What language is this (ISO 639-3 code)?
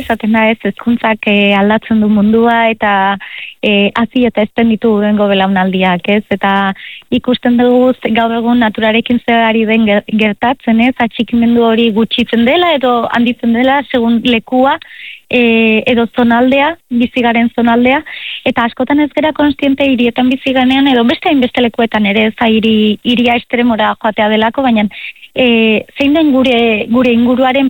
eus